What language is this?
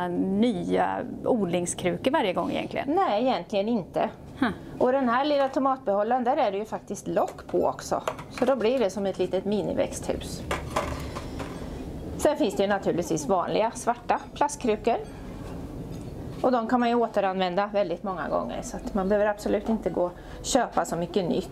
Swedish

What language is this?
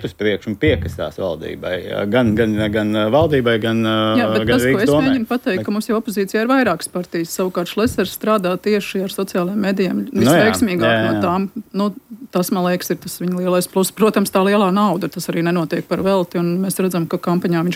Latvian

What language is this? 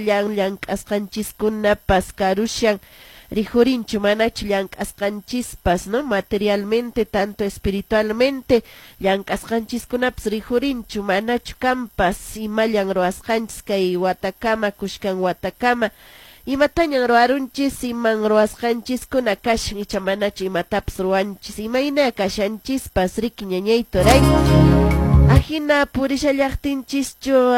Quechua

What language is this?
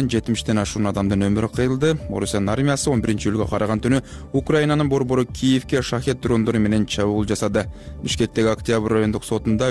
Kyrgyz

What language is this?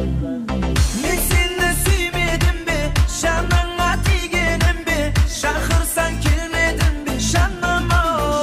Kara-Kalpak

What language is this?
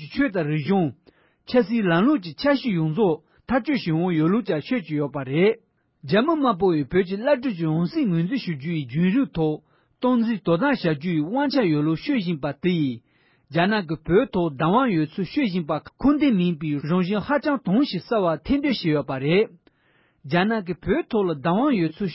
Tibetan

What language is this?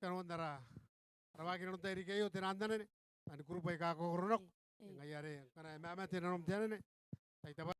Gilbertese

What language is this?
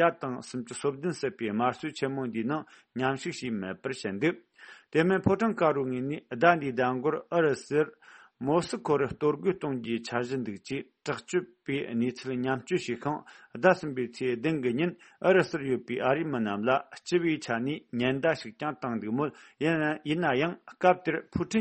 Tibetan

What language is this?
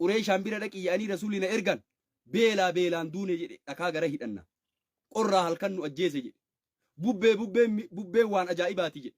Oromo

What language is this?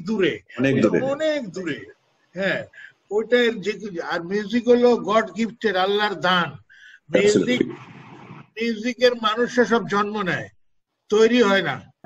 Bangla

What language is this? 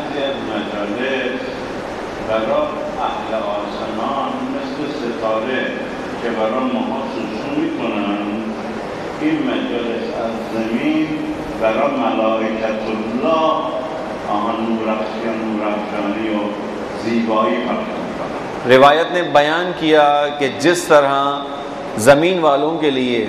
Urdu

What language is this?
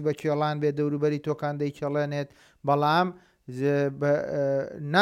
Central Kurdish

